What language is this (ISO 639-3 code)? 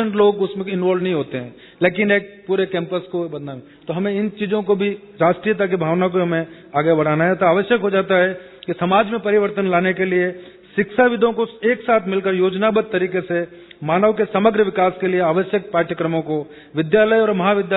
hin